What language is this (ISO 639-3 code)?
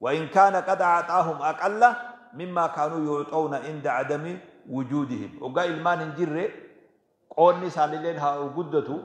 orm